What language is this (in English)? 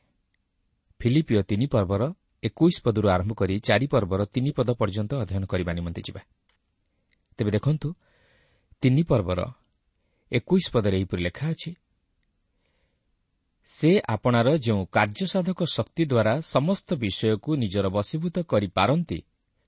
Odia